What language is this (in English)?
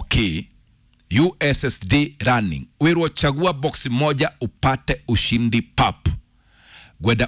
Kikuyu